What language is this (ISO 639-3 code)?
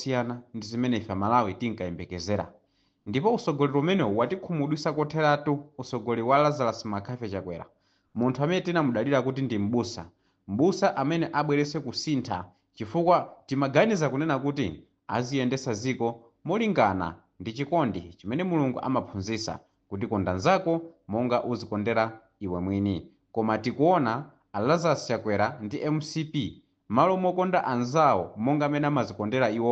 nya